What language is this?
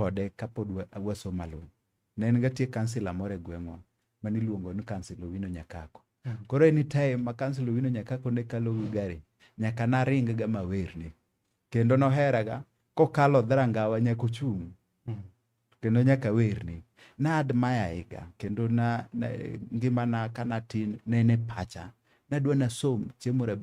Luo (Kenya and Tanzania)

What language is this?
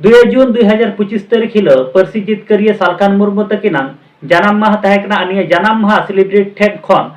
Santali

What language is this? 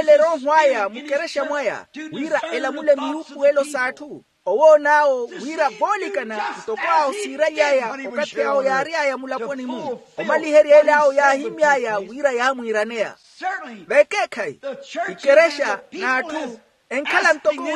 Makhuwa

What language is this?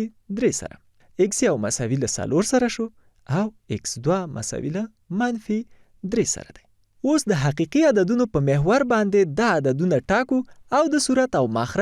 Pashto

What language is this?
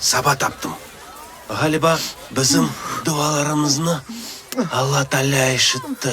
Crimean Tatar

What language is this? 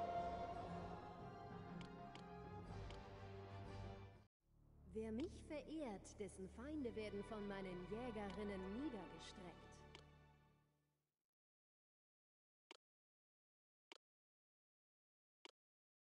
German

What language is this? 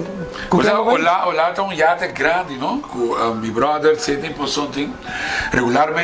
Papiamento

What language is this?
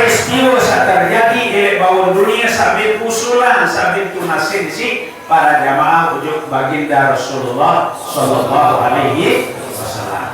Sasak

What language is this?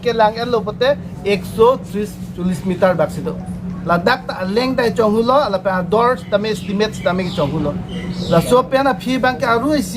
Karbi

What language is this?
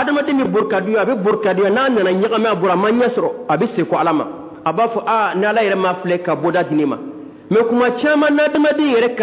Dyula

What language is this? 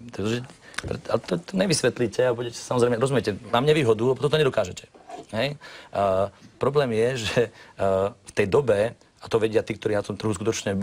Slovak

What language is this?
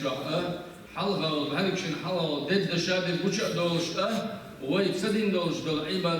Chechen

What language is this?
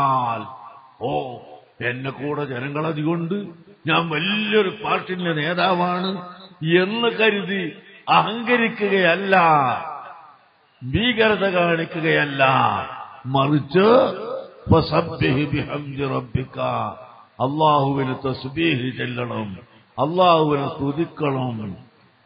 Malayalam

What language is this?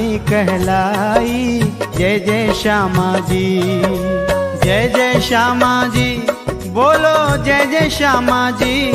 Bhojpuri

